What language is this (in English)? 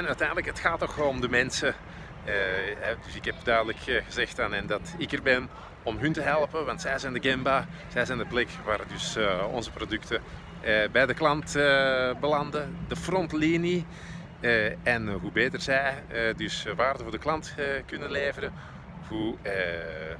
Dutch